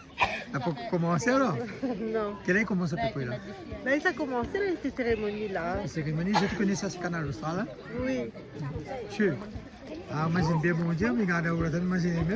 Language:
Réunion Creole French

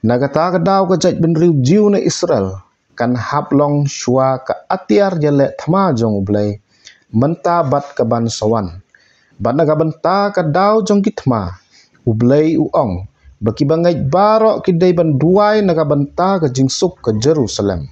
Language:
Khasi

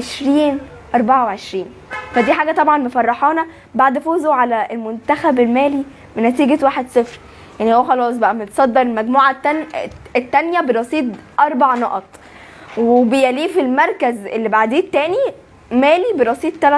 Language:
Egyptian Arabic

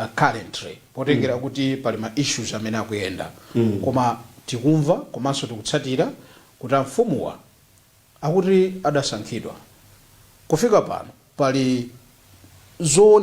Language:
Nyanja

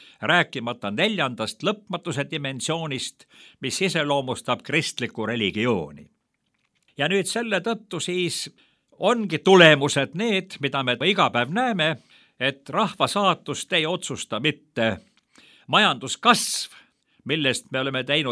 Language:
Estonian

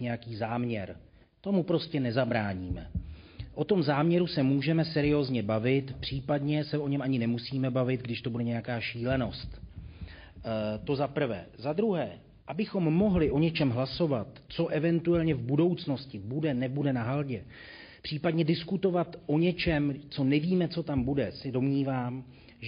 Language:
Czech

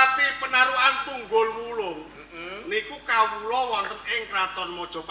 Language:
Javanese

